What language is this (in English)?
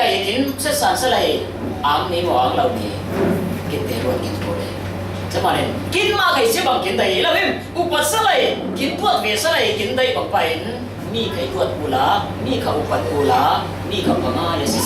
Falam Chin